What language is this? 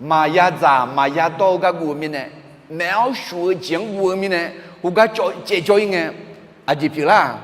Akha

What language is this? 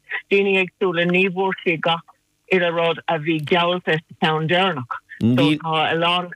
Irish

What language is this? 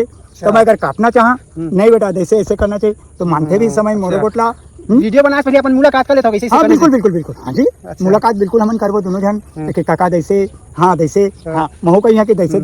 Chhattisgarhi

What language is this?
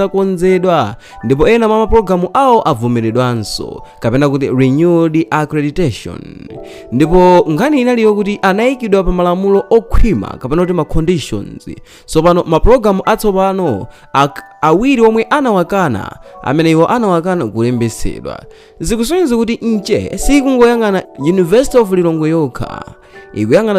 Nyanja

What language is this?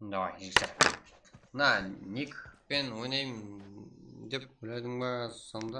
Kara-Kalpak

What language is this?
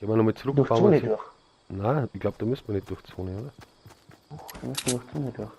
Bavarian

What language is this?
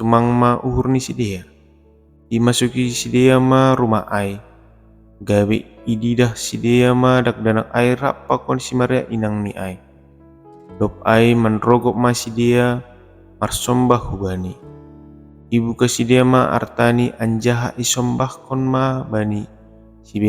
Batak Simalungun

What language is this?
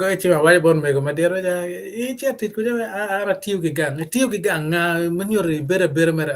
Acoli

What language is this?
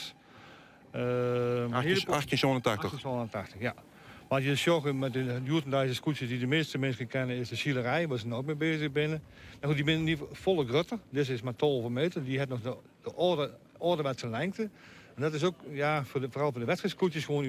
Western Frisian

